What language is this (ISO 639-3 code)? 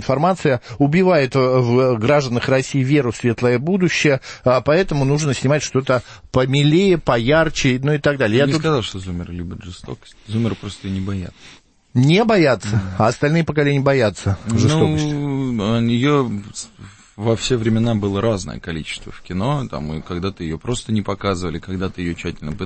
rus